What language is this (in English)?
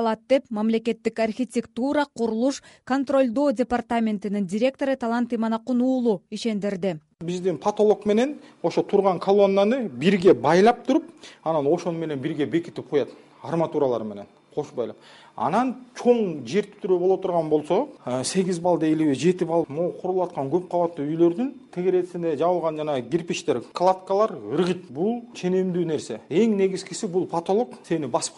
Kyrgyz